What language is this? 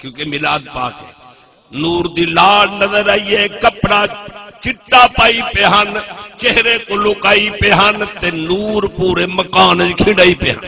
Saraiki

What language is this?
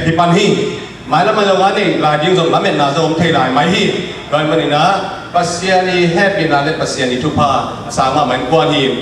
Tedim Chin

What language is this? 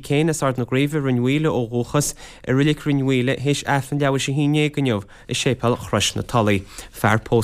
Irish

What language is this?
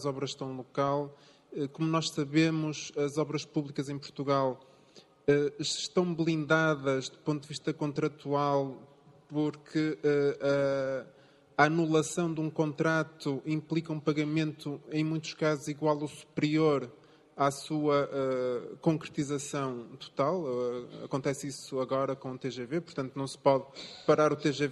Portuguese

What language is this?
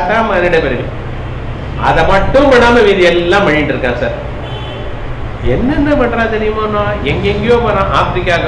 Tamil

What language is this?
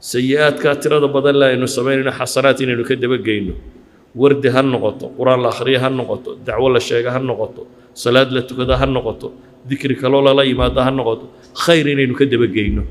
Somali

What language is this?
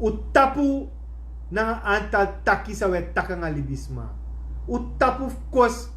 Sranan Tongo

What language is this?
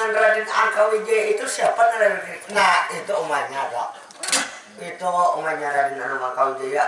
Banjar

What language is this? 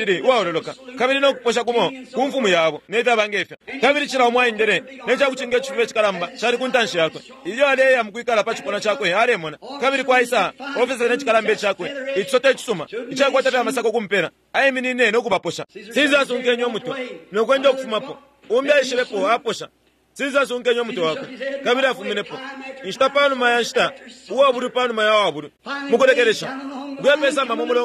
Bemba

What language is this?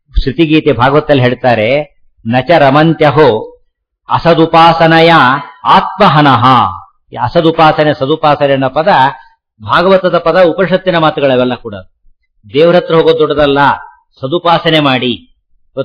Kannada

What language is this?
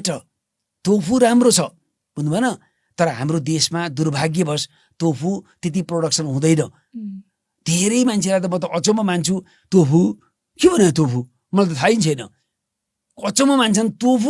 Nepali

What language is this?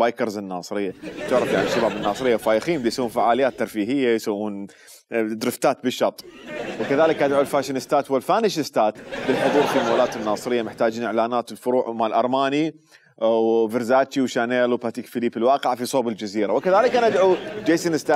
Mesopotamian Arabic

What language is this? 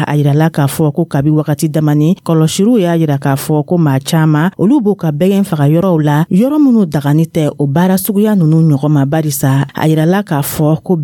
Dyula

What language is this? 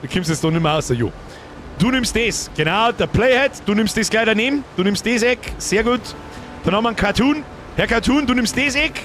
Bavarian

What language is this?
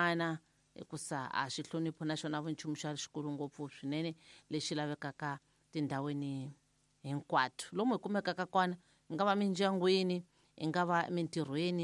Tsonga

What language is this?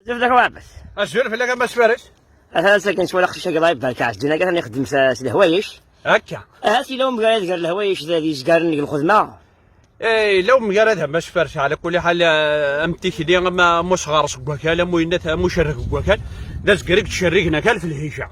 Kabyle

